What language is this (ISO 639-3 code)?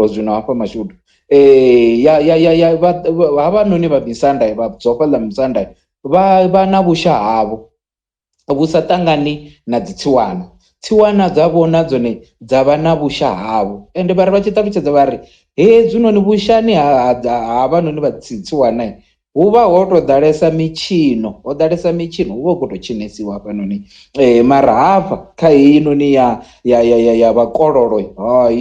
ven